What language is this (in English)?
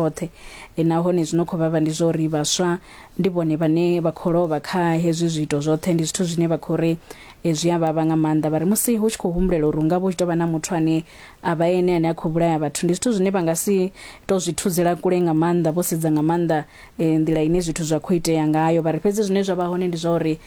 Venda